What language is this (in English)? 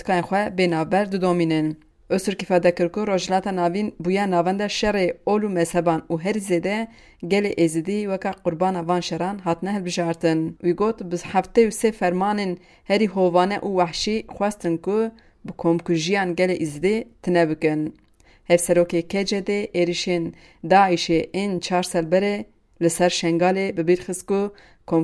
Kurdish